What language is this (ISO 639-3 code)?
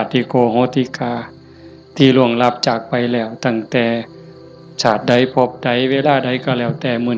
lao